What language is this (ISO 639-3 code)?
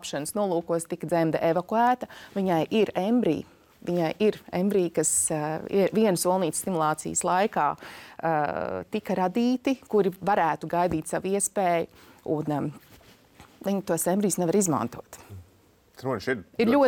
lav